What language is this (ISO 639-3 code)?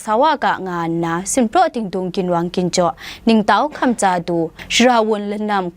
kac